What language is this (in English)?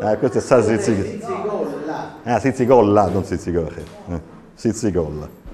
Sardinian